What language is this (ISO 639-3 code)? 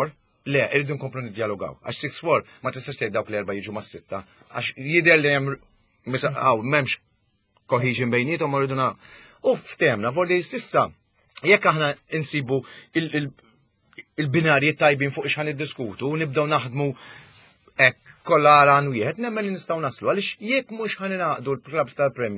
mlt